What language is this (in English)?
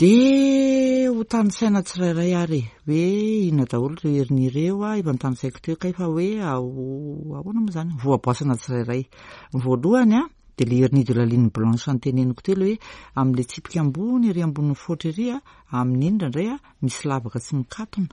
Malagasy